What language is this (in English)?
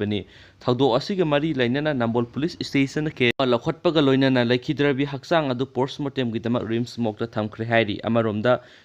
Manipuri